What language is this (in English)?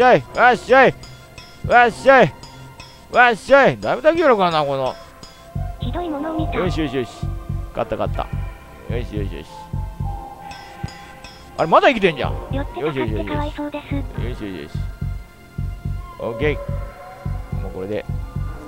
Japanese